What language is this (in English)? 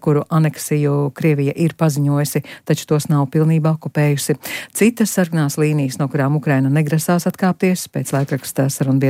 Latvian